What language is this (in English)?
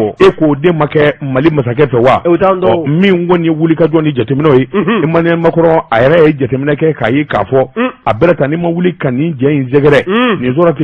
Bambara